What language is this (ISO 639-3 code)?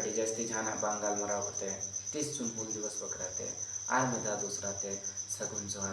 sat